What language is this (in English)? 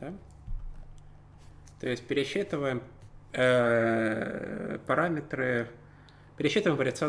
Russian